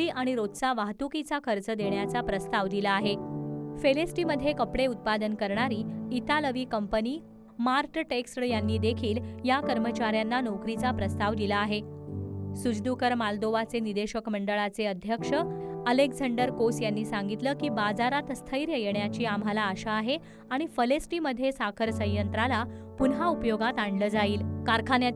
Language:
Marathi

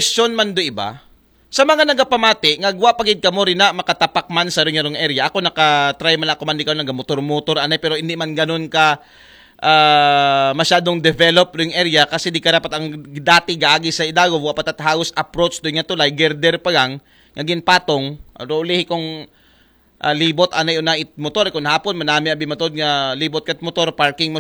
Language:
Aklanon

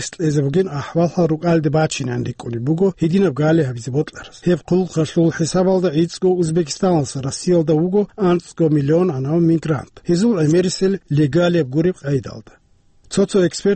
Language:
Avaric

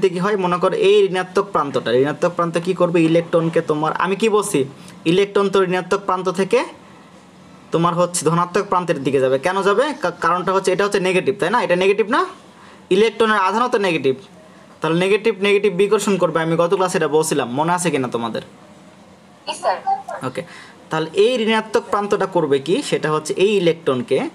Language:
Bangla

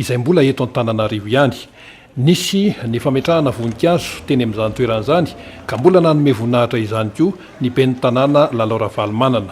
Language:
Malagasy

